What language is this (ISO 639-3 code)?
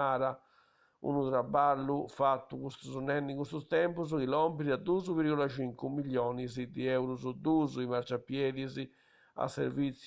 srd